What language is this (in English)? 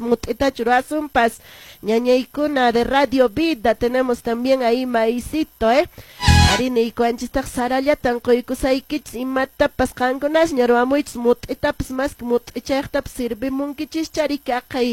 Quechua